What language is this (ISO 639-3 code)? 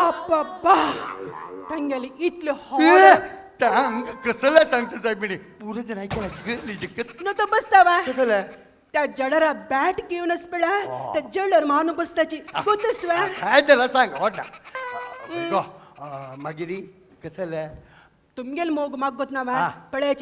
kok